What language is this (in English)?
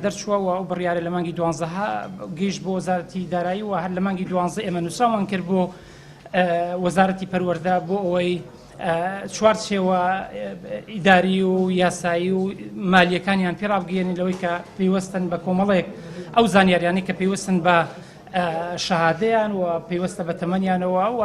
Central Kurdish